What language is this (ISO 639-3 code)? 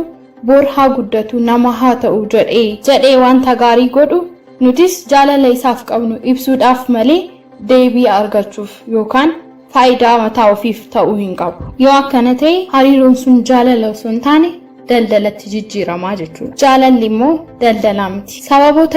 orm